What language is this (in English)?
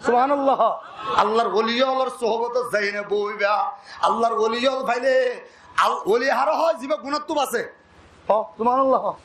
Rohingya